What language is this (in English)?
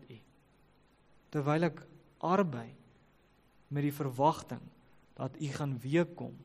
Afrikaans